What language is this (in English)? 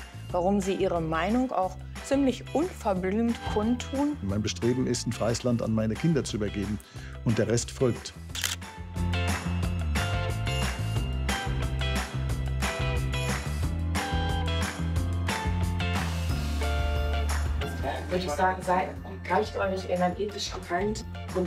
German